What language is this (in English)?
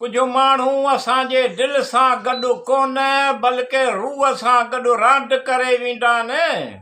Sindhi